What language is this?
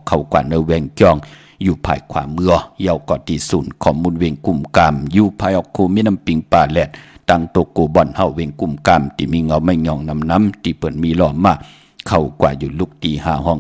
Shan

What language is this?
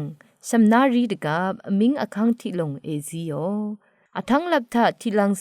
Rawang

